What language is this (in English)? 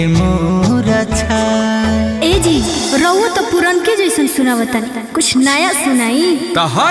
Bhojpuri